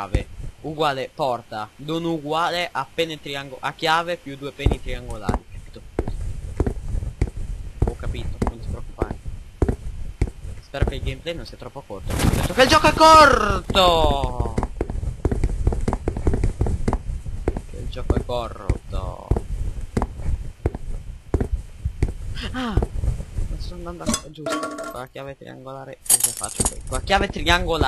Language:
Italian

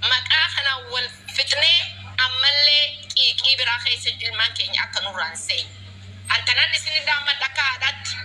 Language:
Oromo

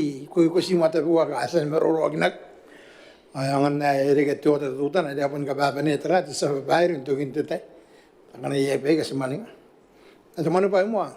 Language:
Gilbertese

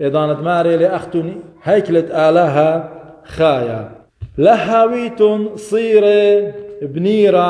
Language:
Assyrian Neo-Aramaic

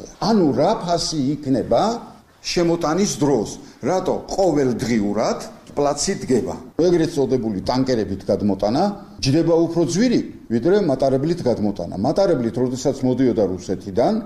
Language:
Georgian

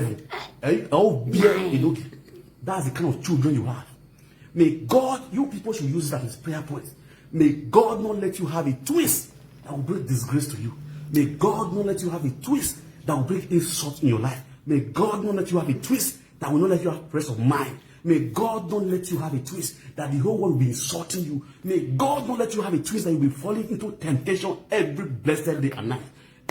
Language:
Nigerian Pidgin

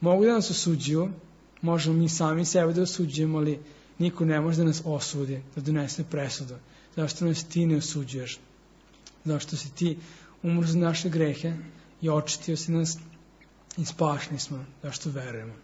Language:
Serbian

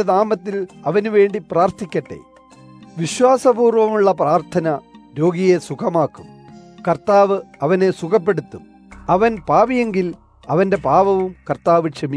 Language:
Malayalam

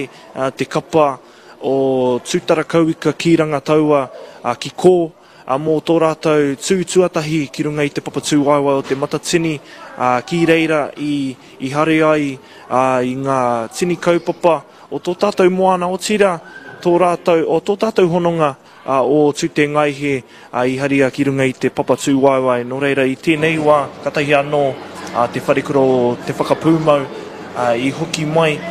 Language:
Māori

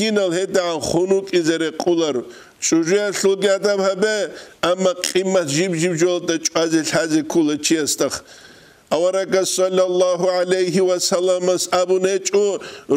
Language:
Avaric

